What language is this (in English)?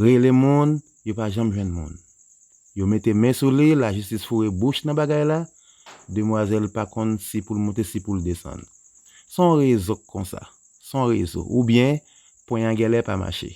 Haitian Creole